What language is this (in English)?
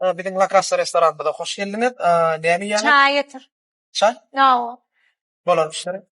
Turkmen